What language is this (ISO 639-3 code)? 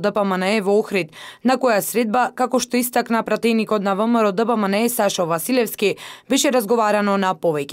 mkd